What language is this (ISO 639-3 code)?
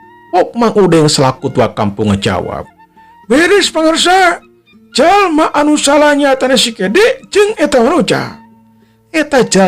sun